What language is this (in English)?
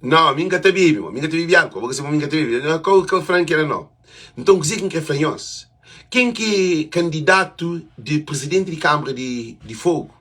Kabuverdianu